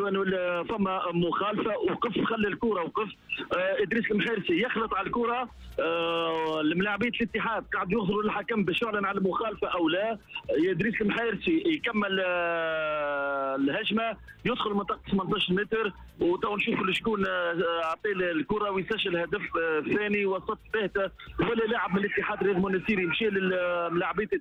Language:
Tunisian Arabic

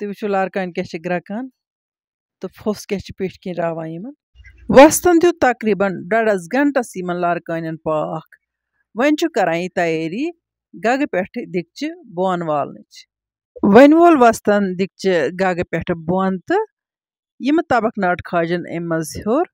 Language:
Kashmiri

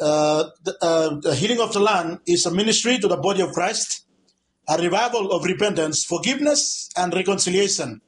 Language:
Bislama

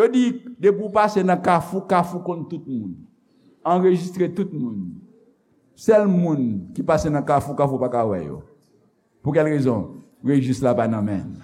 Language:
Haitian Creole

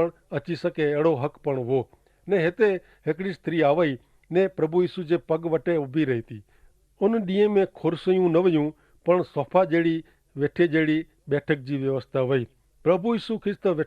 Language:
Kachhi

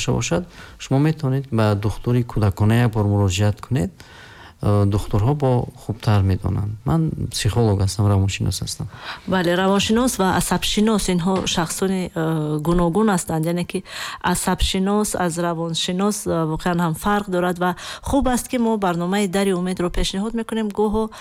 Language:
Tajik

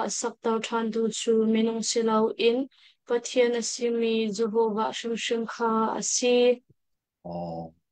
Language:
Hakha Chin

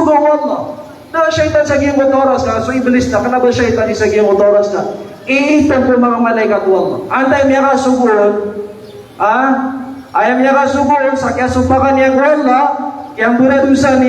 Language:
Maranao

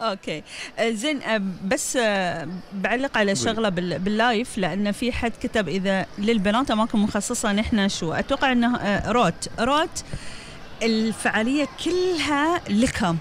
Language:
Gulf Arabic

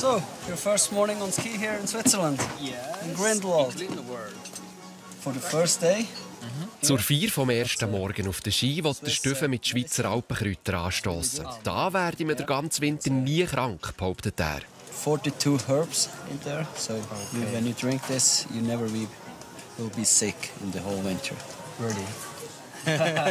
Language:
Swiss German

